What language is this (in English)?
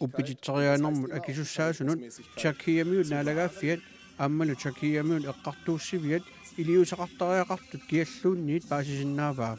Kalaallisut